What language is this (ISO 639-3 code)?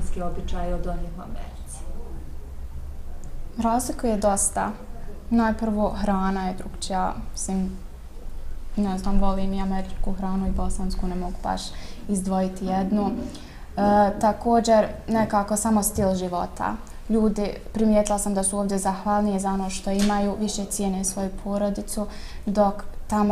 bos